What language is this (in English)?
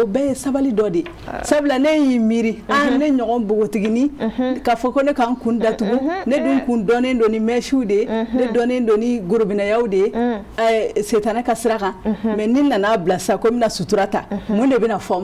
Bambara